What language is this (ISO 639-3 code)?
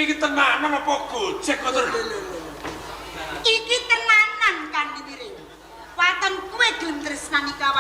jav